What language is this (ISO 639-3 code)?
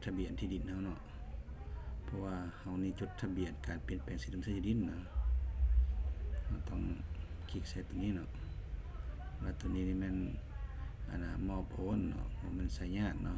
lao